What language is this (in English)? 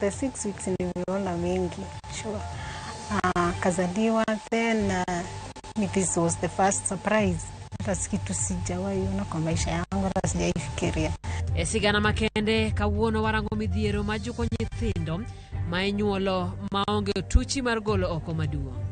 Luo (Kenya and Tanzania)